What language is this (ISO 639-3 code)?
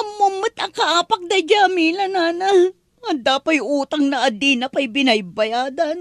ilo